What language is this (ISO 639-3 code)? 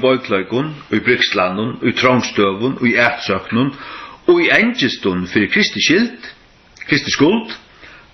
fao